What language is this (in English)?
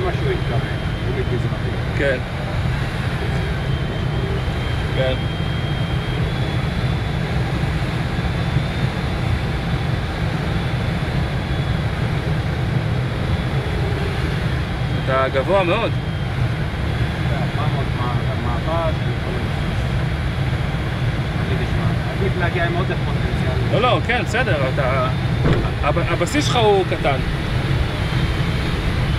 Hebrew